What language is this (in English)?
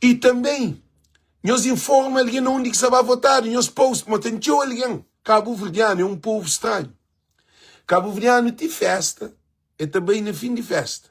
Kabuverdianu